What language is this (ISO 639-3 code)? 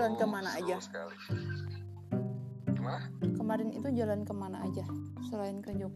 ind